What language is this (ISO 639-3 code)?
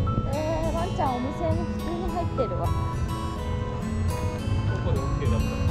jpn